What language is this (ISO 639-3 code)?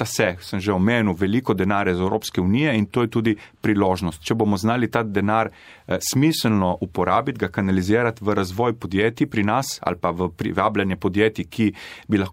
slv